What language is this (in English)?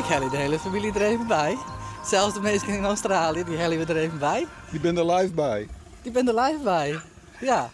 Western Frisian